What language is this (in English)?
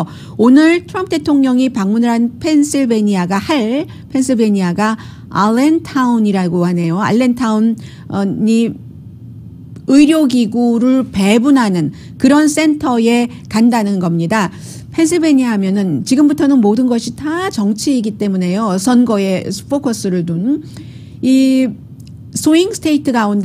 Korean